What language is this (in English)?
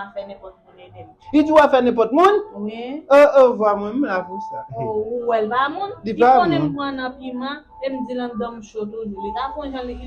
Haitian Creole